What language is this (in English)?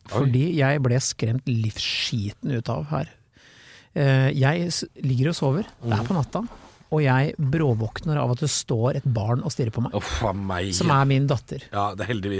Norwegian